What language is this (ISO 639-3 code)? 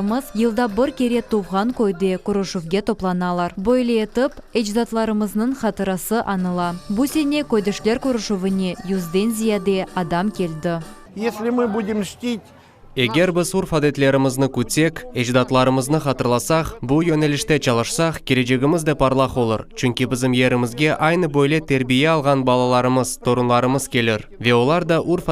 crh